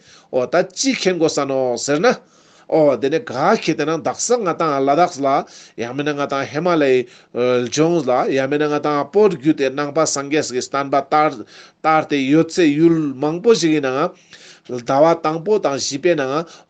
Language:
Ladakhi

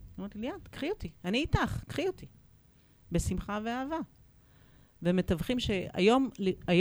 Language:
Hebrew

